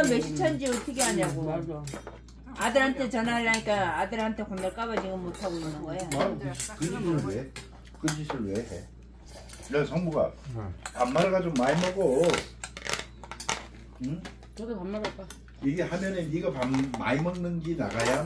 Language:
Korean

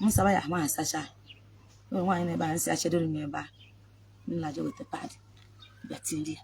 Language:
Igbo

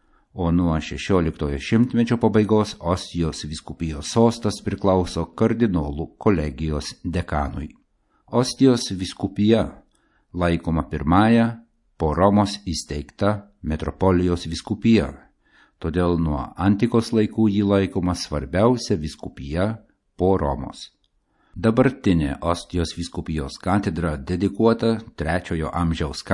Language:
Lithuanian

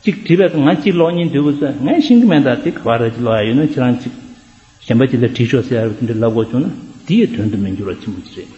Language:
Tibetan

